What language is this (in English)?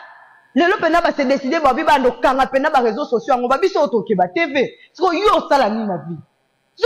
Lingala